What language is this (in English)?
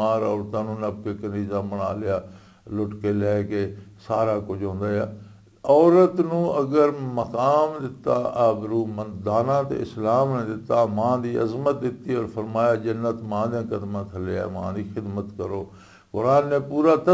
Western Panjabi